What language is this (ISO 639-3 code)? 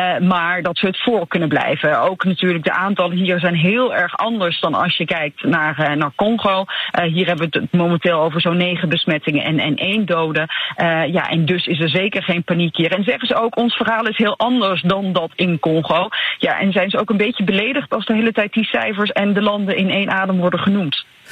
nld